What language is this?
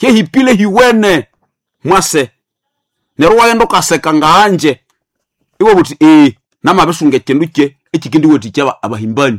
Nande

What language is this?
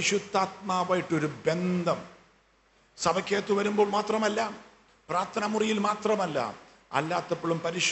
Malayalam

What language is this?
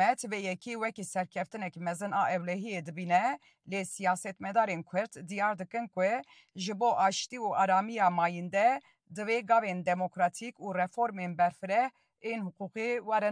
Kurdish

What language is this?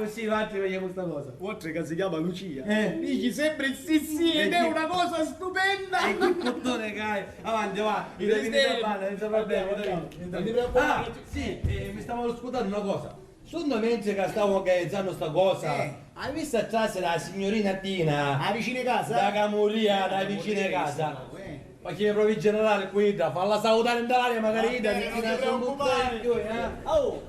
Sicilian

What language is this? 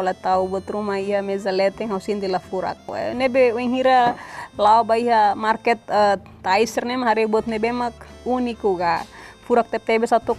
Tetum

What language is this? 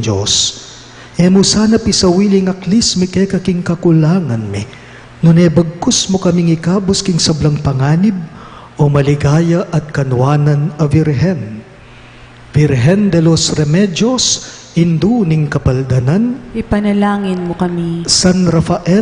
Pampanga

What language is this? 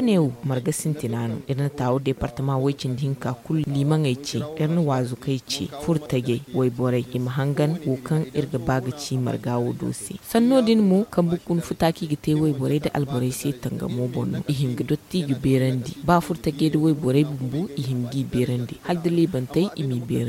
Zarma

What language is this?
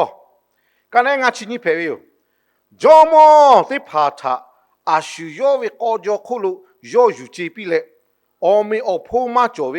Lahu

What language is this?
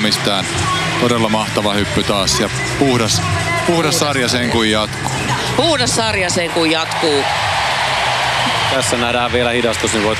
Finnish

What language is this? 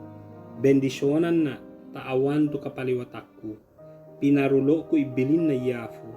Ibanag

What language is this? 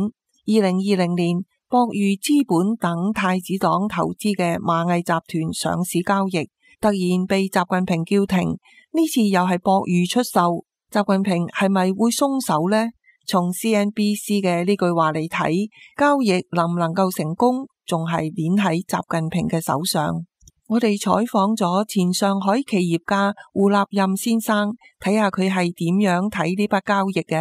Cantonese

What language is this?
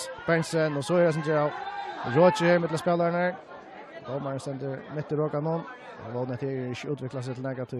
Faroese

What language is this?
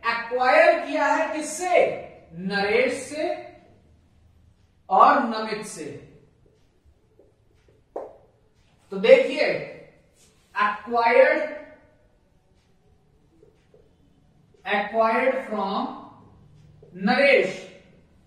Hindi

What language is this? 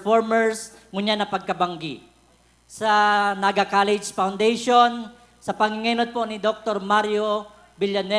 Bikol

